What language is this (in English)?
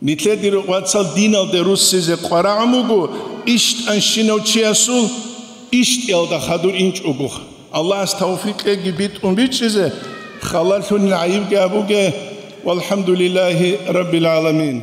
Avaric